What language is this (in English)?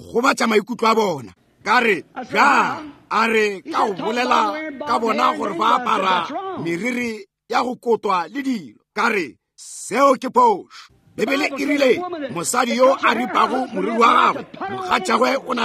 Northern Sotho